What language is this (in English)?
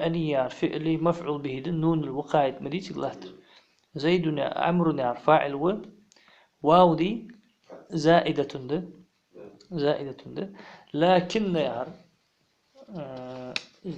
Ingush